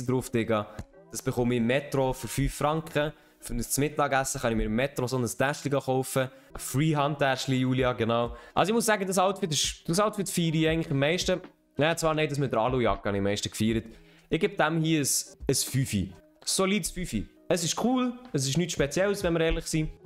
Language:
Swiss German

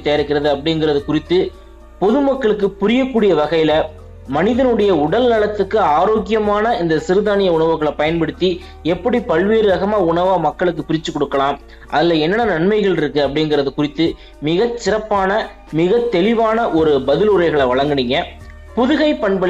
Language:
Tamil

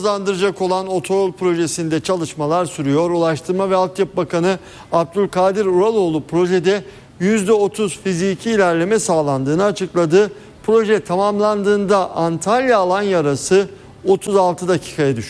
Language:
Turkish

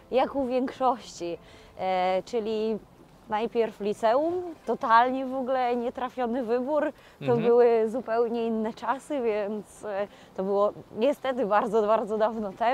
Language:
Polish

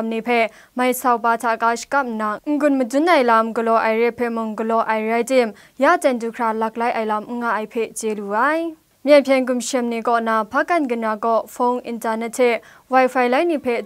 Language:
Kachin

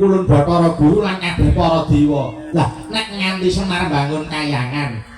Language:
Javanese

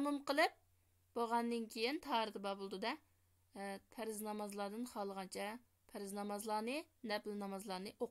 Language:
Uyghur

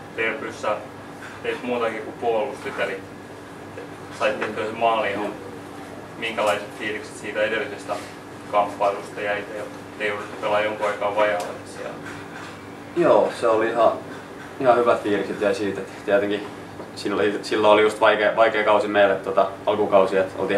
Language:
Finnish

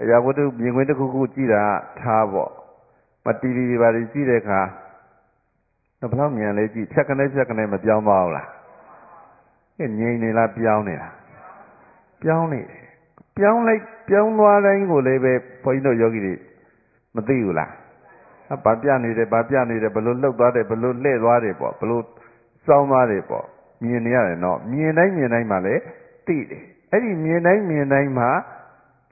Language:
Burmese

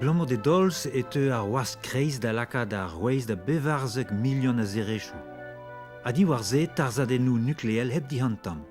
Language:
Breton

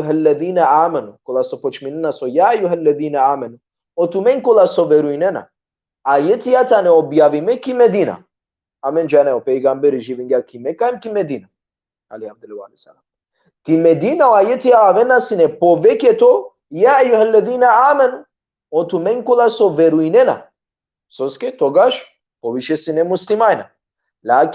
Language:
Balkan Romani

